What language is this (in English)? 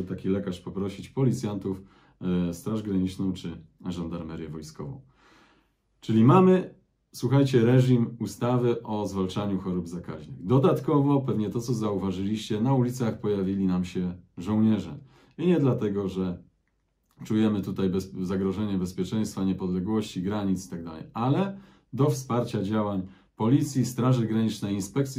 Polish